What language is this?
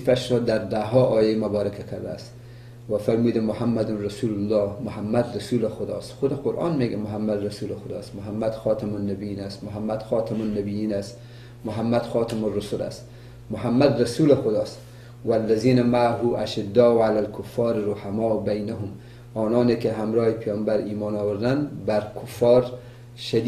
Persian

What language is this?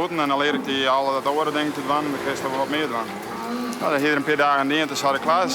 Western Frisian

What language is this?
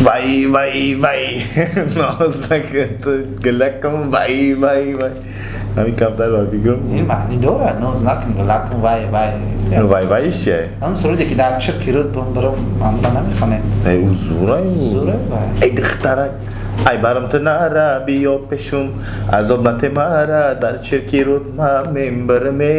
Tajik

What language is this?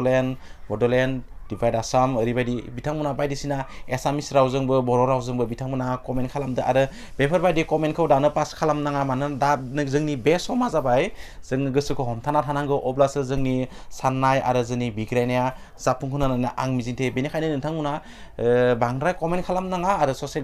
Bodo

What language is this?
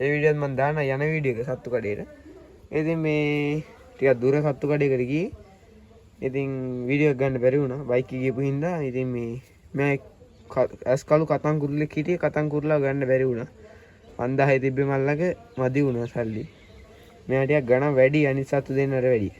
Sinhala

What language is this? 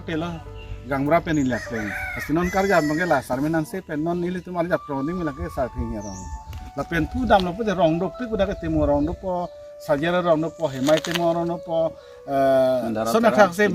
Karbi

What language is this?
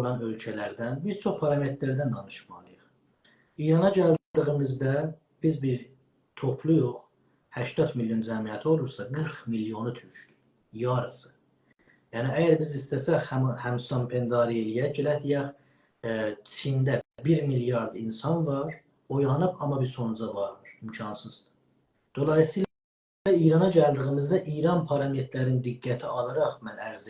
South Azerbaijani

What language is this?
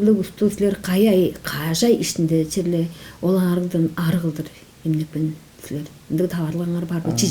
Tuvinian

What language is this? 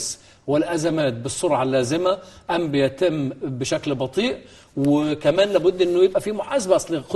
Egyptian Arabic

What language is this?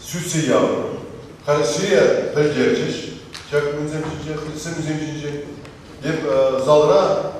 Chuvash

